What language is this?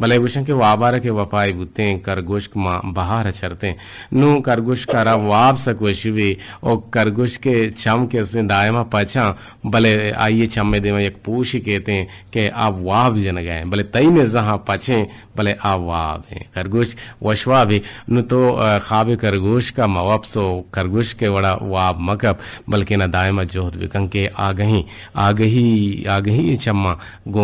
Eastern Balochi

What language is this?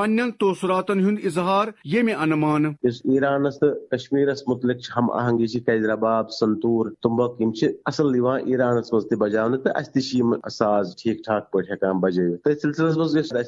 Kashmiri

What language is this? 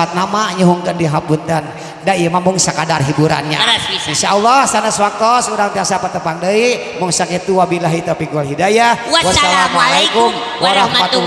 Sundanese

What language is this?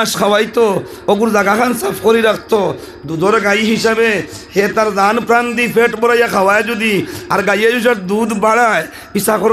Sylheti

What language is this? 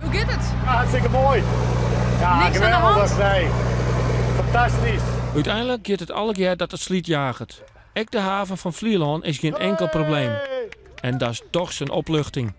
Western Frisian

